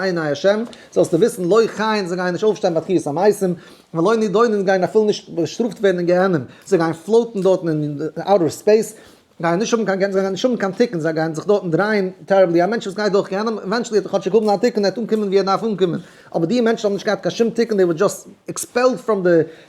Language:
Yiddish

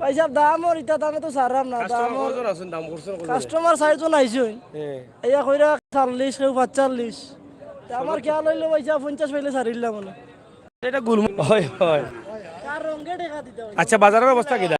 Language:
Sylheti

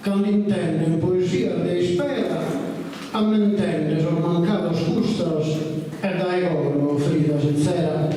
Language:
Sardinian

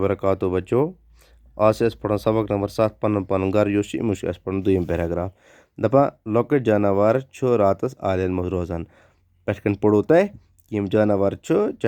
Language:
Kashmiri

